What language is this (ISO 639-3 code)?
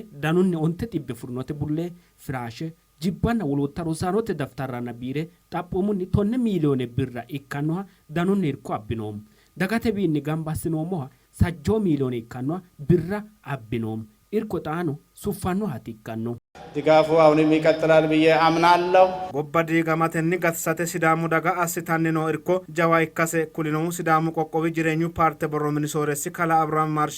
sid